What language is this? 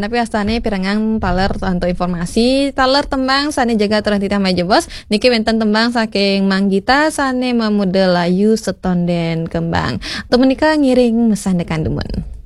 Balinese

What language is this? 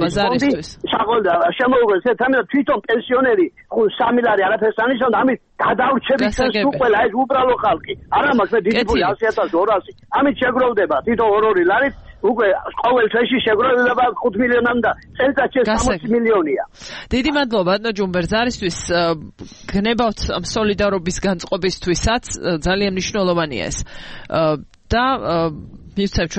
Georgian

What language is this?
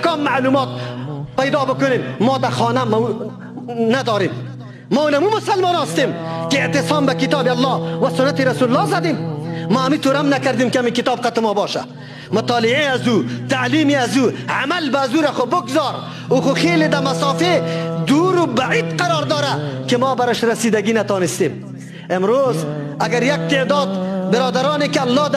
Persian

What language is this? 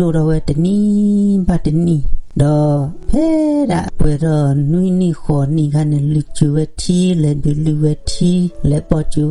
S'gaw Karen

